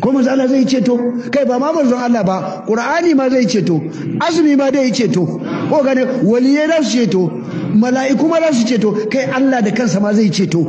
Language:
Hausa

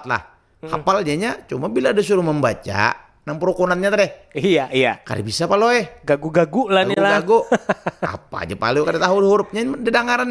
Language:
Banjar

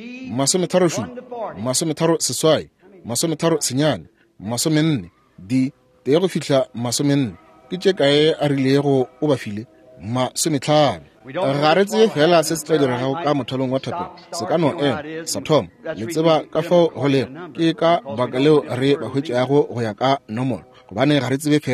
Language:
Northern Sotho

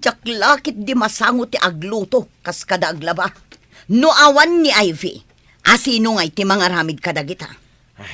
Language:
Iloko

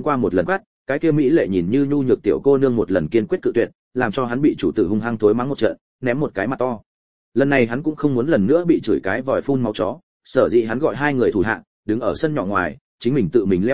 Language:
Vietnamese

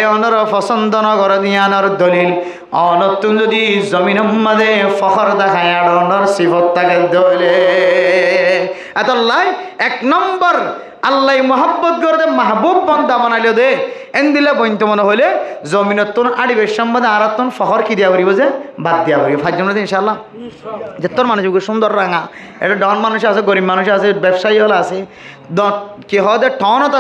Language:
Rohingya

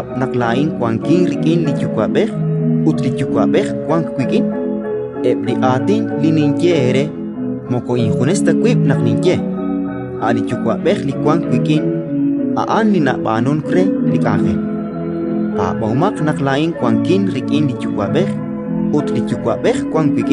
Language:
Kekchí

